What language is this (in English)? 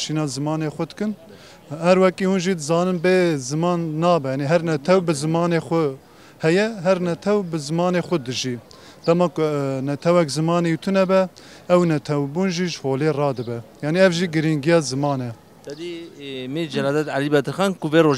Kurdish